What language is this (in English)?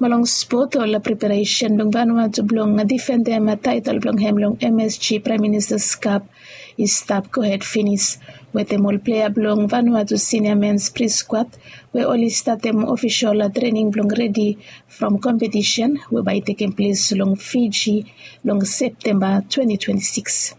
Bislama